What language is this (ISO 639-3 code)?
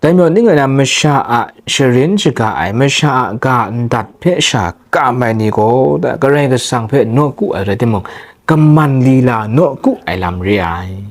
kac